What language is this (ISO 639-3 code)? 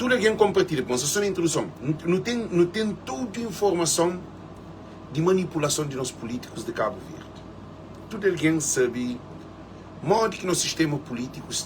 kea